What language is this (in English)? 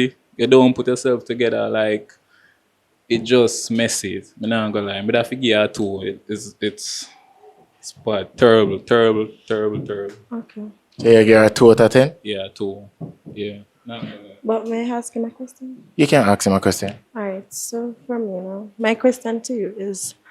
Jamaican Creole English